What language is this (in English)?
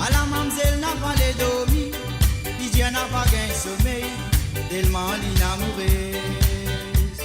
Morisyen